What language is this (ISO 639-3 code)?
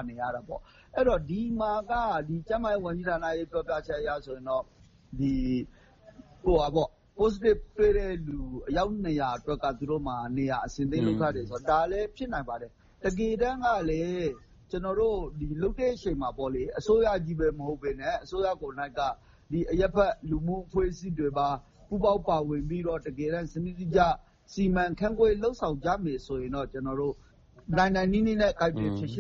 mya